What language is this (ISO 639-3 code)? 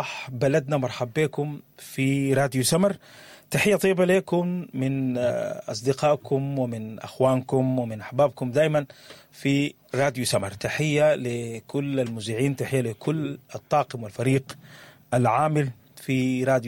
apd